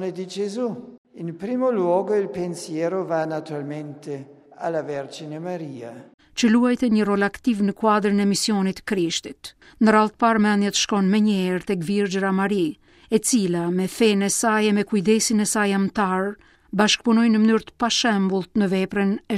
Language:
Albanian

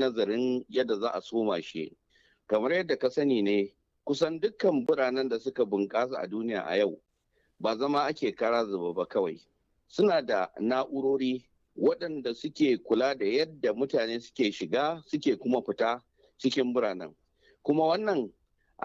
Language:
Hausa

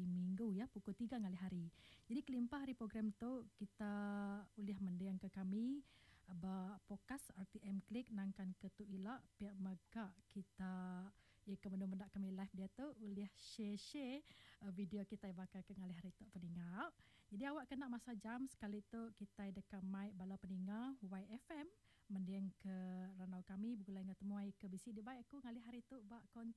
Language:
Iban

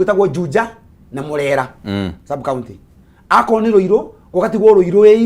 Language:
Kikuyu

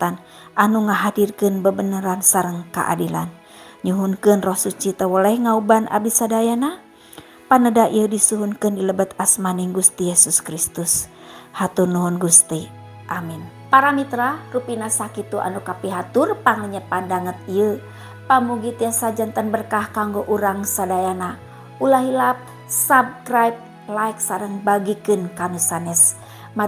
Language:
Sundanese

